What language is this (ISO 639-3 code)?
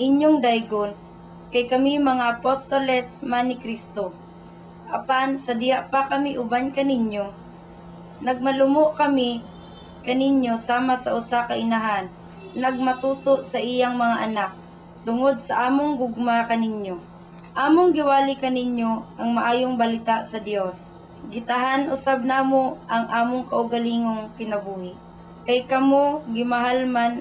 ceb